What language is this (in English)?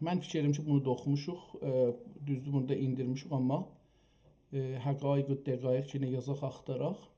South Azerbaijani